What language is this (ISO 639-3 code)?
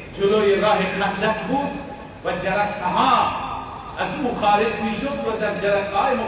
fas